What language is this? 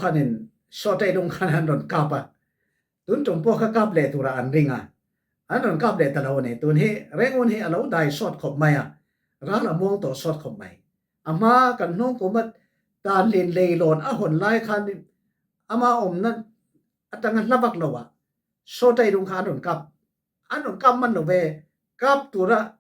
Falam Chin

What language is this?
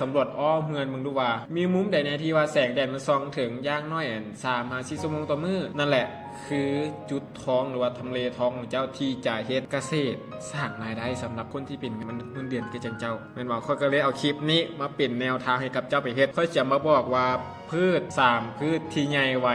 Lao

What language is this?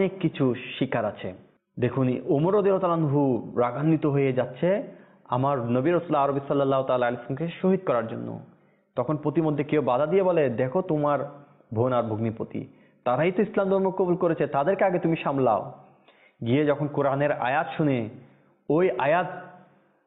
Bangla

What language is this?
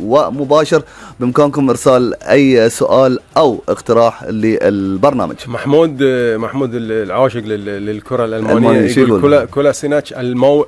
Gulf Arabic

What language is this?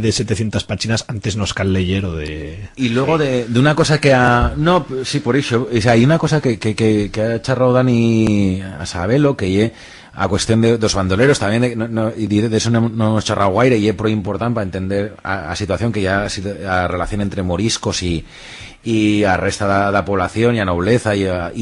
Aragonese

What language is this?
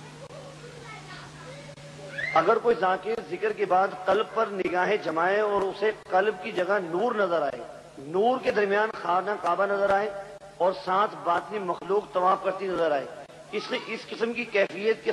Urdu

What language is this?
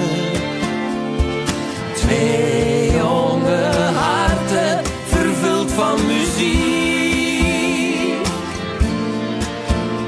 Dutch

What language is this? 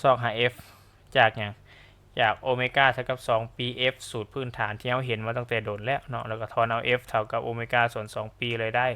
Lao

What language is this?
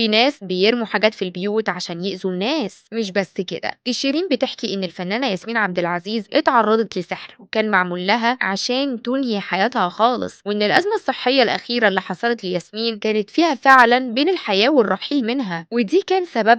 Egyptian Arabic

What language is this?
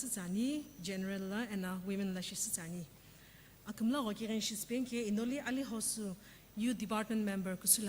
Sumi Naga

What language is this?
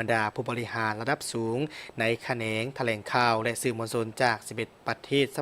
Lao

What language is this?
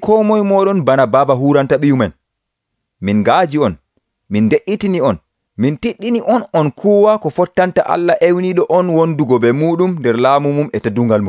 Nigerian Fulfulde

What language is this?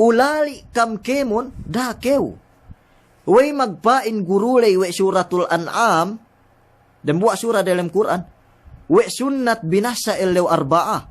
Yakan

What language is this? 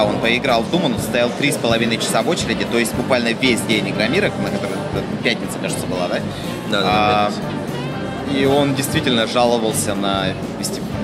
Russian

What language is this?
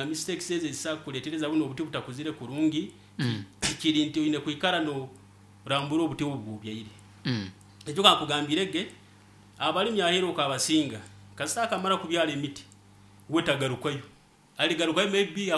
Nyoro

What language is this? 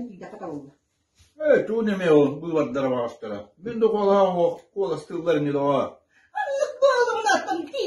Yakut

